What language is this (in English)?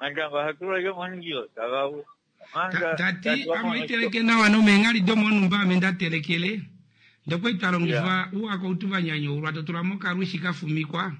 Kuanyama